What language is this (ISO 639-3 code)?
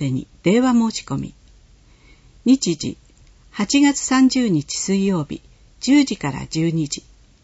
jpn